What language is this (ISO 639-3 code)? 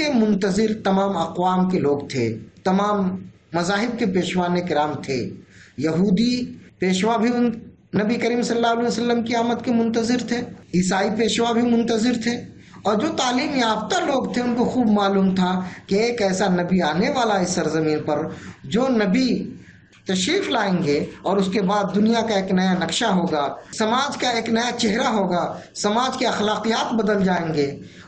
urd